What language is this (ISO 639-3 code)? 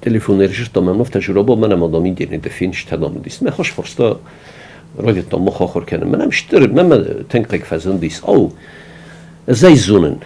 oss